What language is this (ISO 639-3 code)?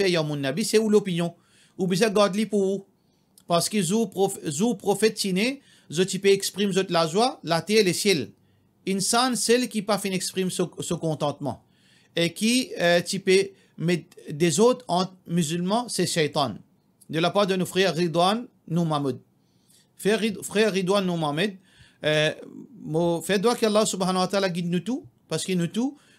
mfe